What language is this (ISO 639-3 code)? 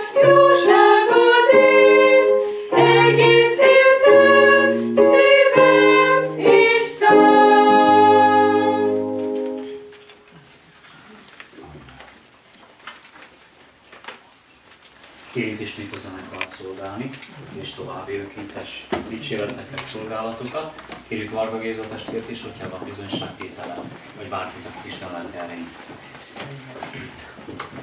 hun